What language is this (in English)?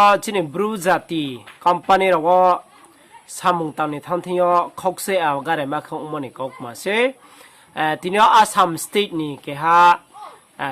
Riang (India)